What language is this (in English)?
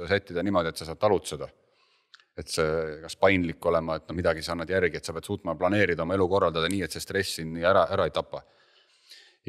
Estonian